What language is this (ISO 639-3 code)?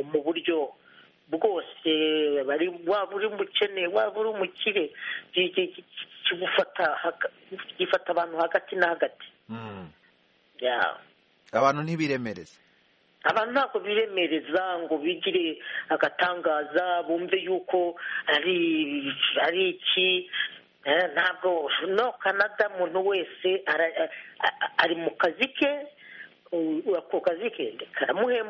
kin